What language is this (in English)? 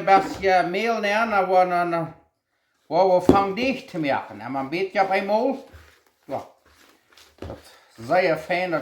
Plautdietsch